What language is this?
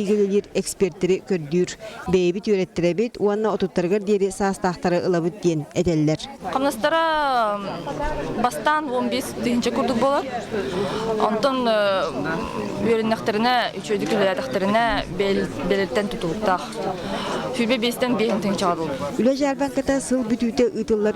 Yakut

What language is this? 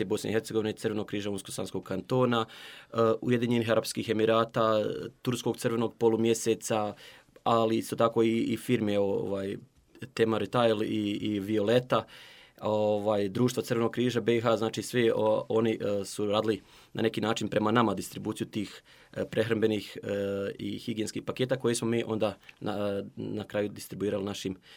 Bosnian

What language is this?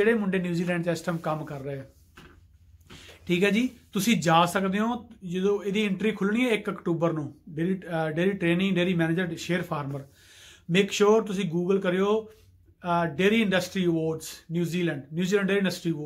Punjabi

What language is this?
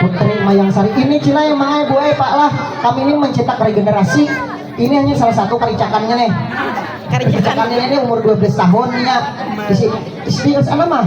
Banjar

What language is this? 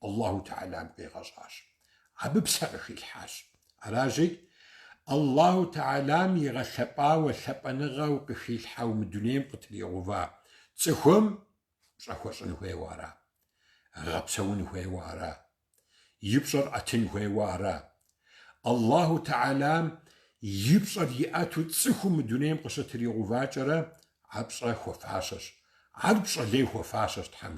Kabardian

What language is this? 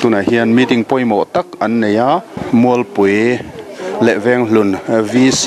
Mizo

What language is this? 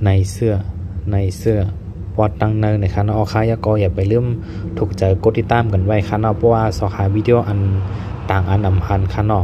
Shan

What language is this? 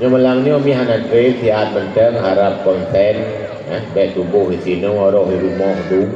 Achinese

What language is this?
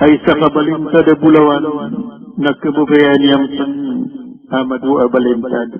Maranao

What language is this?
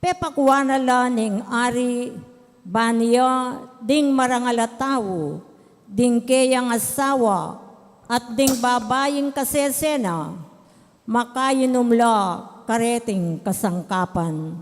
Pampanga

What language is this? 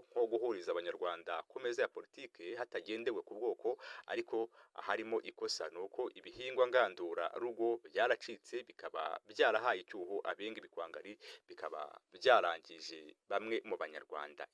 Kinyarwanda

